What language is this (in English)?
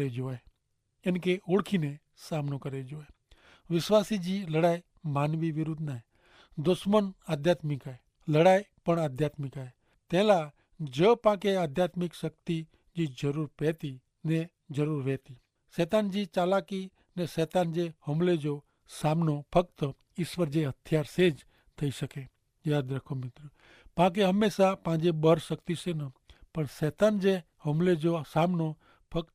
Kachhi